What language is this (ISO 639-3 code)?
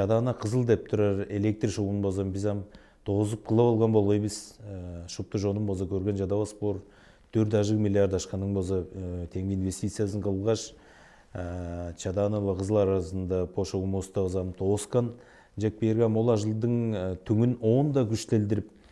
tyv